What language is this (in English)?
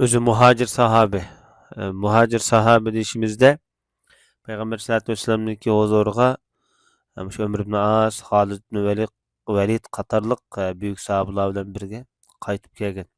Uyghur